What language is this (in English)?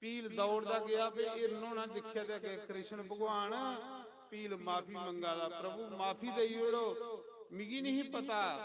Dogri